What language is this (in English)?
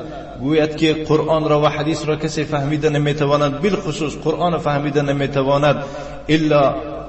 Tajik